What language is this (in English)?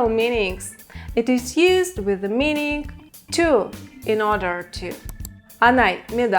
Udmurt